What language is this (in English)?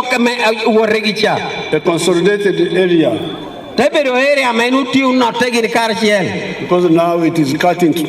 Lango (Uganda)